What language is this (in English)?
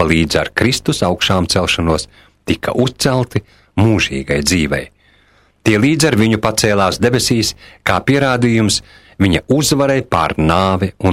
Latvian